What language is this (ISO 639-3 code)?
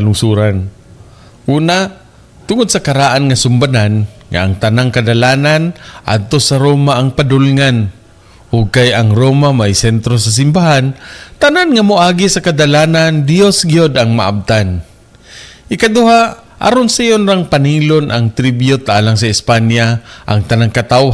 ceb